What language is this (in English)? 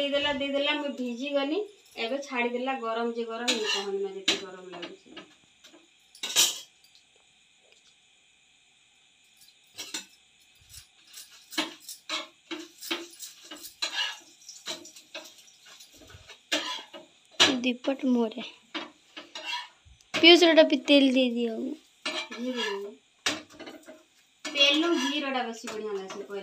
Sambalpuri